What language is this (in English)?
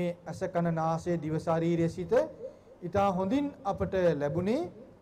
Sinhala